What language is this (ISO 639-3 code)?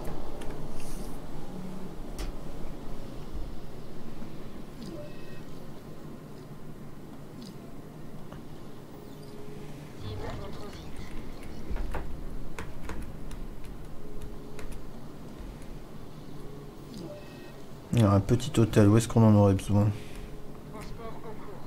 fra